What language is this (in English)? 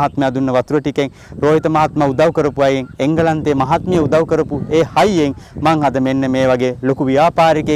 Sinhala